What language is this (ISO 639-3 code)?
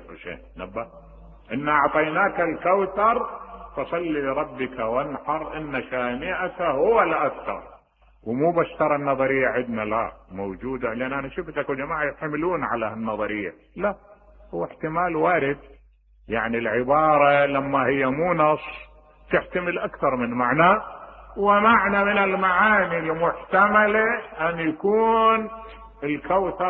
acm